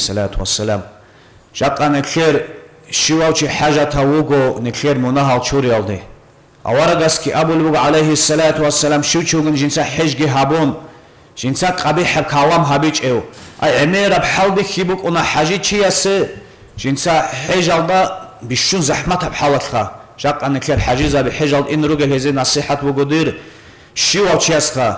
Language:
Avaric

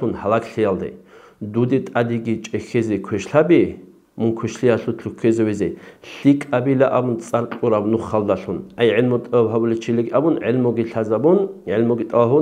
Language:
Avaric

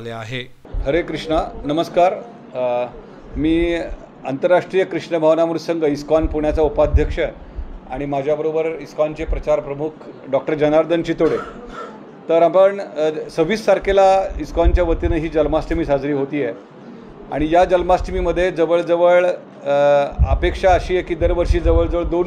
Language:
Marathi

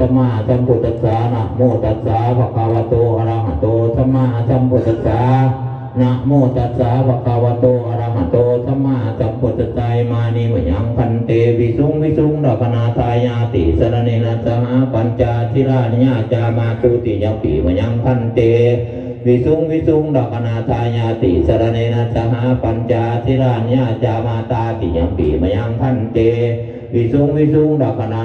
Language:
Pali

